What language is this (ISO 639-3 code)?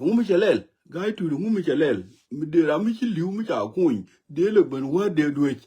nus